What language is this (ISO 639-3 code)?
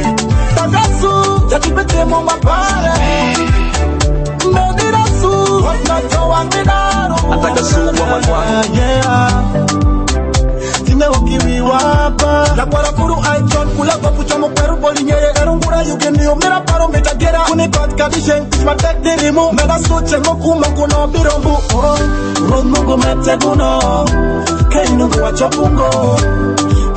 swa